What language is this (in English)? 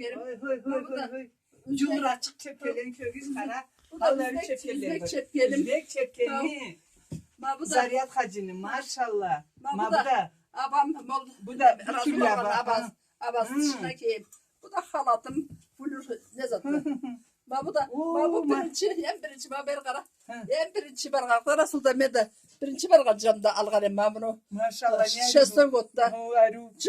Karachay-Balkar